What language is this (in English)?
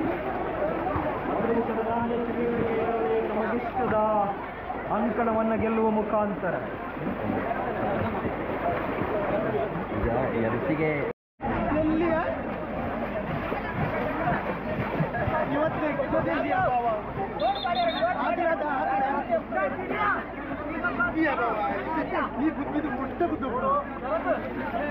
Kannada